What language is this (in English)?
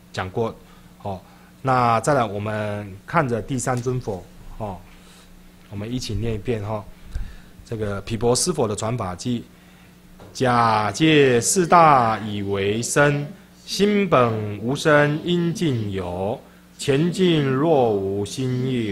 Chinese